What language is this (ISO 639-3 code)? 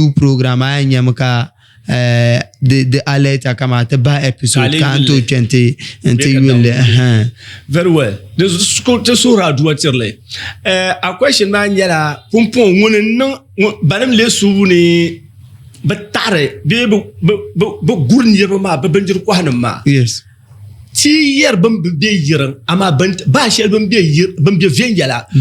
dag